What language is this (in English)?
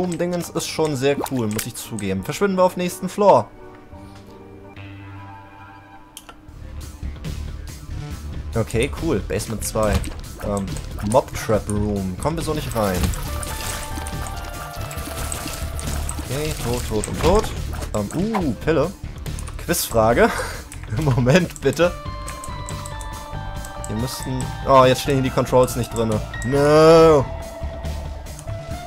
German